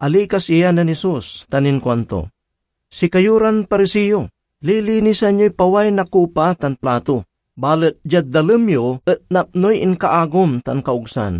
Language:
Pangasinan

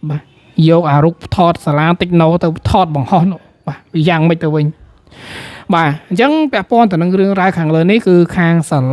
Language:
Khmer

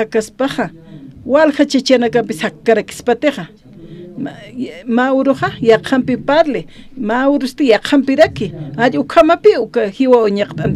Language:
Aymara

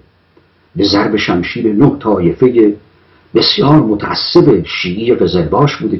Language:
Persian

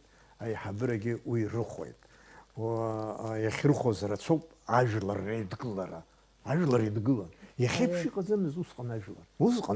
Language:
Abkhazian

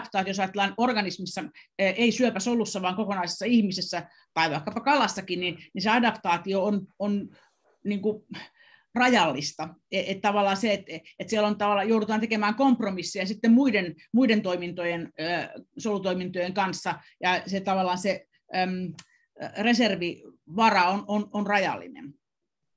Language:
Finnish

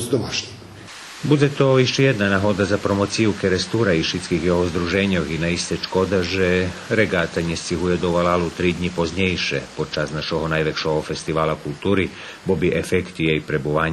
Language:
Rusyn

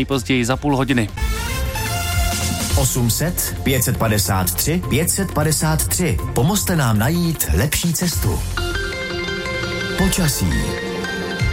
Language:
Czech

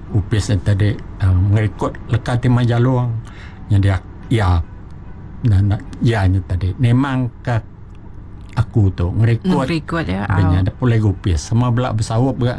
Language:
Iban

